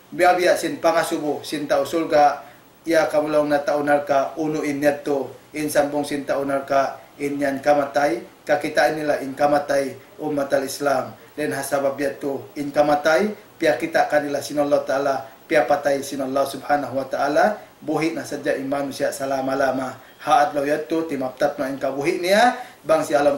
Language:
Tausug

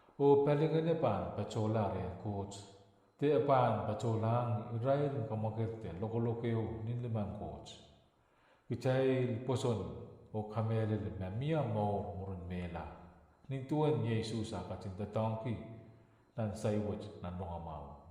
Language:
Pohnpeian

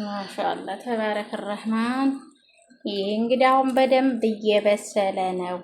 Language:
Amharic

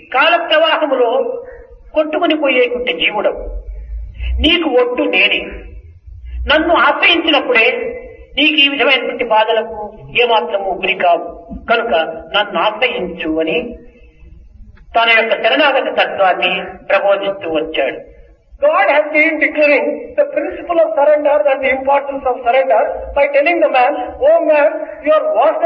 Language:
Telugu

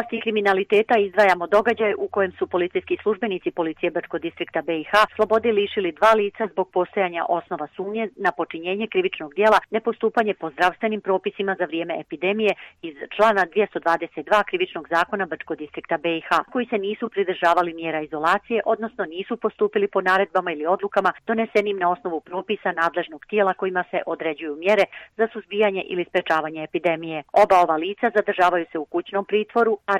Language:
Croatian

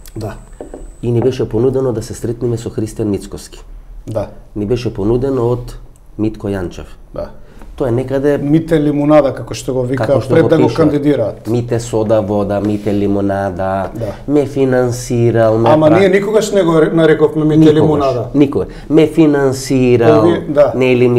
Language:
Macedonian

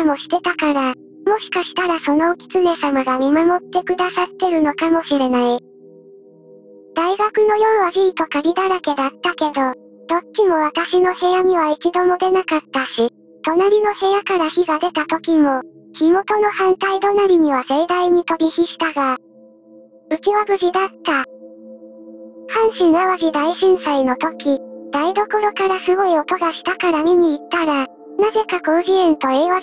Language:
Japanese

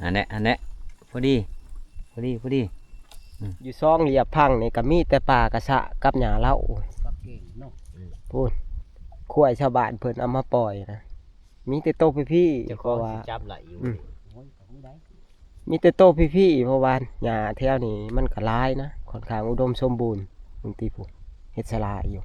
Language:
Northeastern Thai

